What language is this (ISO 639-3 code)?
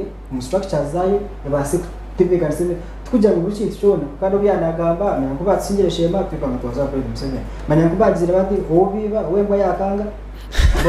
nyn